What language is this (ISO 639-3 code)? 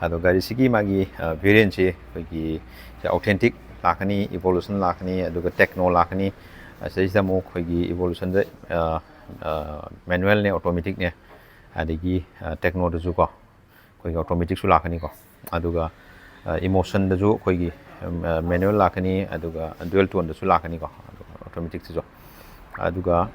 mni